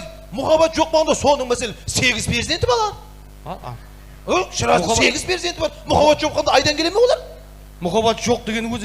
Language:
Kara-Kalpak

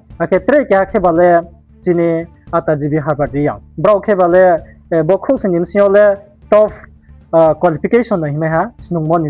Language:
Riang (India)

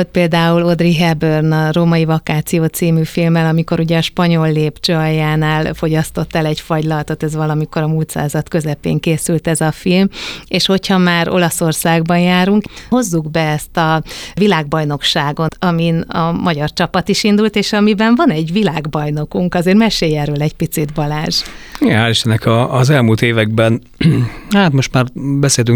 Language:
Hungarian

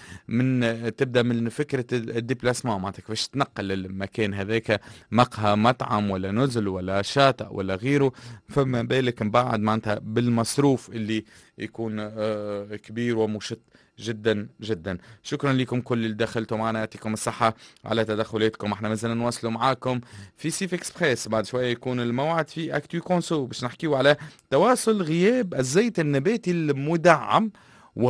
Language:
Tunisian Arabic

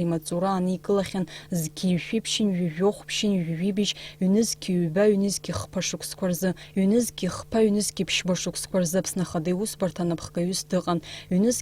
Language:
Abkhazian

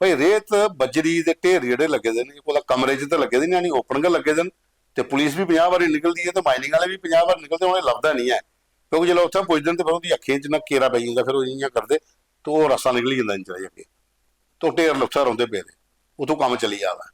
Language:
Dogri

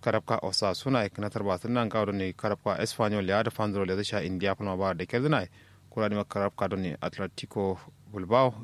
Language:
Kanuri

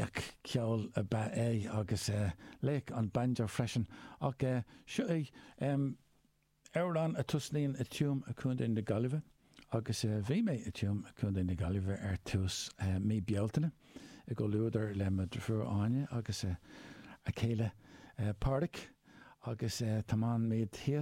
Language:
Irish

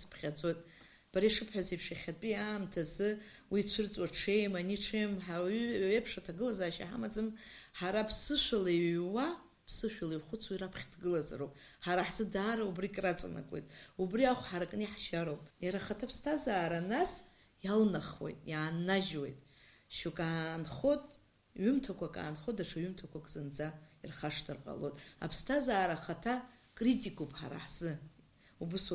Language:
Abkhazian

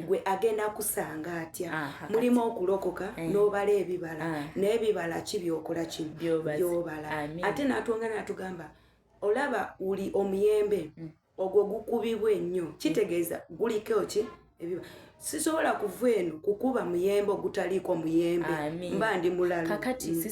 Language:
Ganda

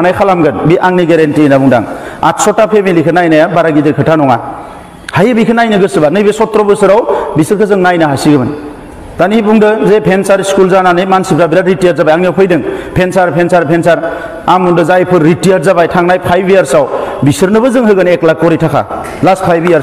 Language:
Bodo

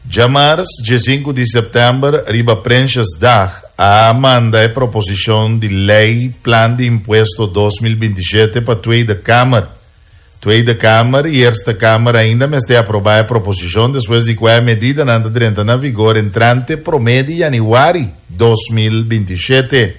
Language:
Papiamento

